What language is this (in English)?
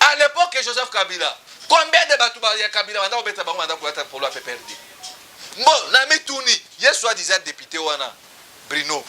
Lingala